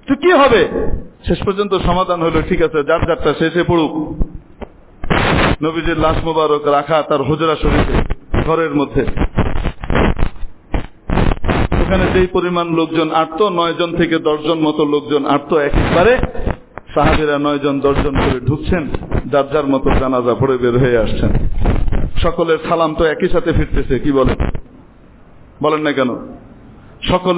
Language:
Bangla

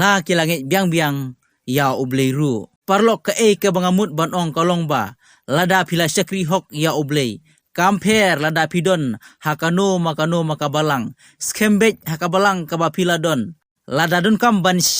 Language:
Khasi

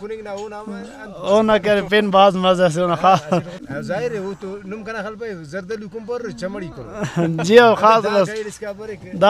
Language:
Brahui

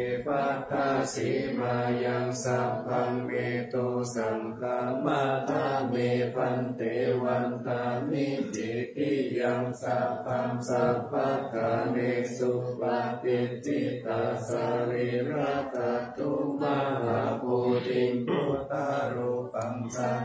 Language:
Pali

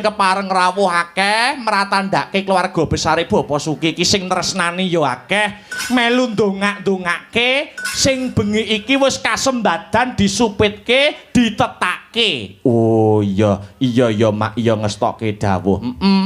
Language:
Javanese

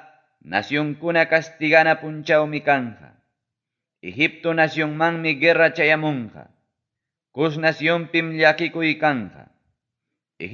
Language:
Ayacucho Quechua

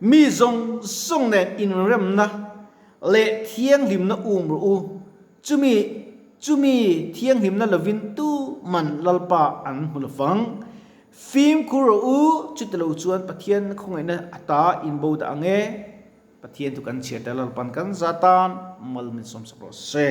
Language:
Mizo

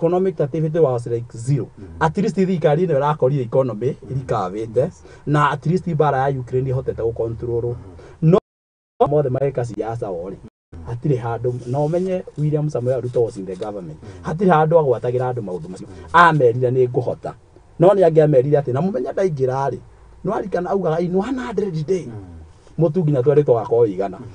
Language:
Kikuyu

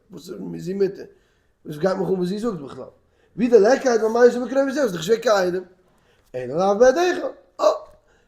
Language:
Yiddish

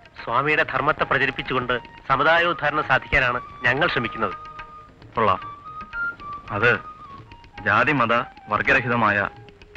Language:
Malayalam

